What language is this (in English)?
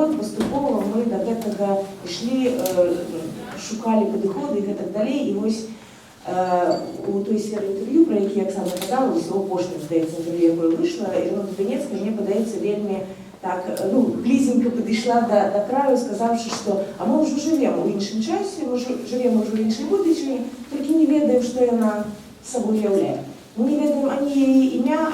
Belarusian